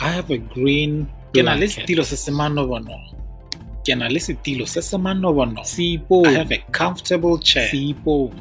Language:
Tswana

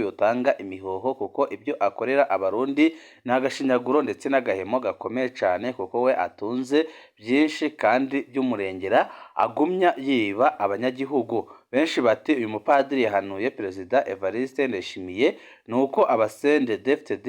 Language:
Rundi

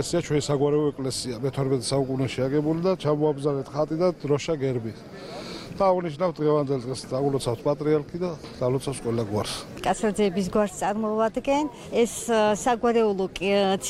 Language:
Georgian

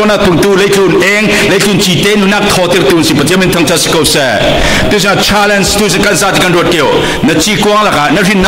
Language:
Falam Chin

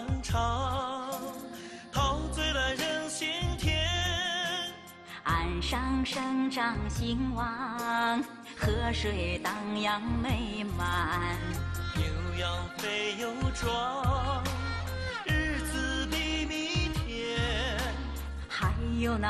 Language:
Chinese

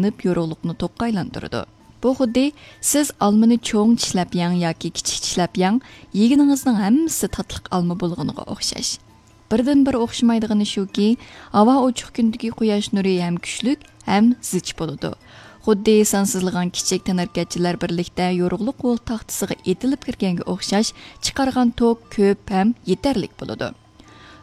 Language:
Uyghur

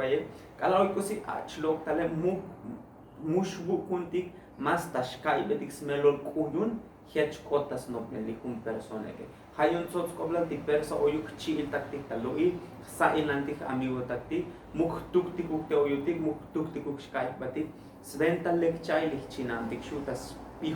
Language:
Tzotzil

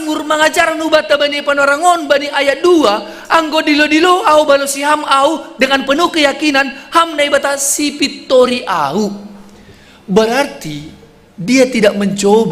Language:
Batak Simalungun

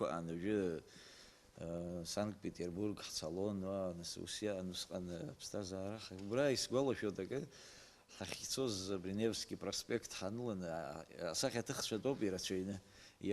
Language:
Abkhazian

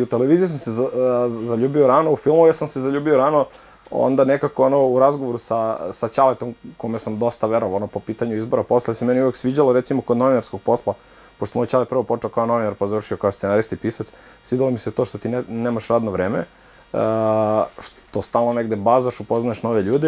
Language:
Serbian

